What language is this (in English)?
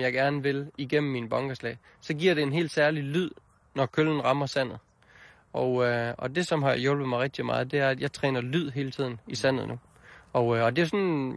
Danish